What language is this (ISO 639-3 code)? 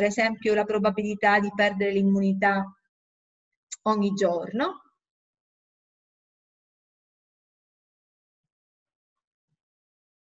ita